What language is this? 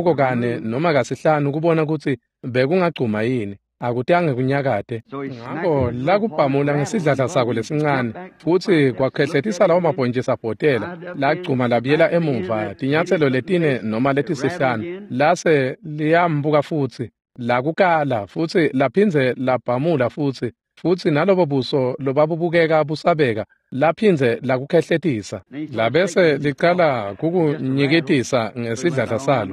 Swati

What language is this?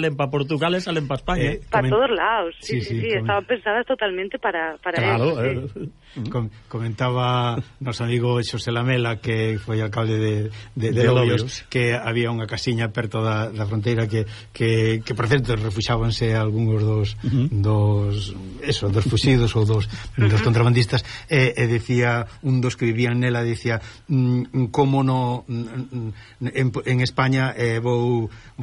Galician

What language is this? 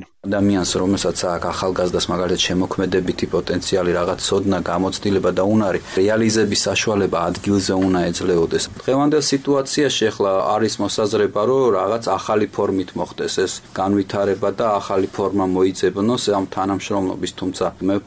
Georgian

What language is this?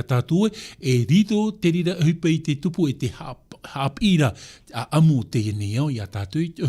Tahitian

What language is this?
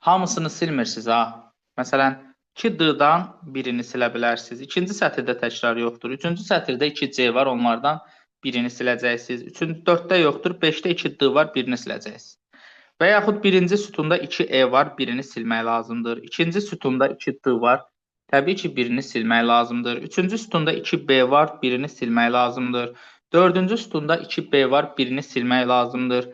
Azerbaijani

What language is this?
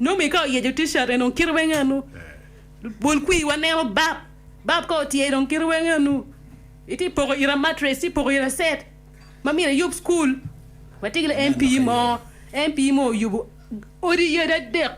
Acoli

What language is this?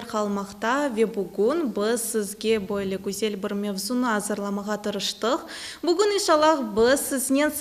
Crimean Tatar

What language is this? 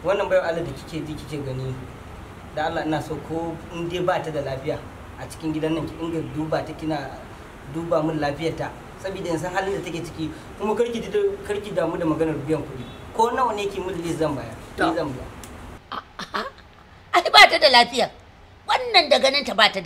Hausa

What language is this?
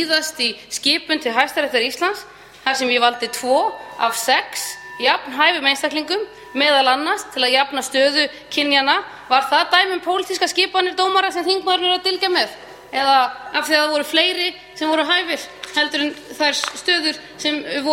Icelandic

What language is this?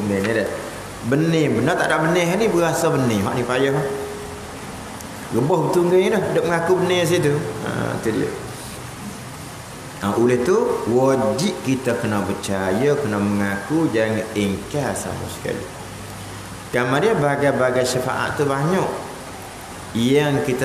Malay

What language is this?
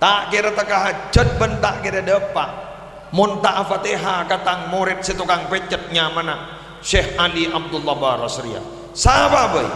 Madurese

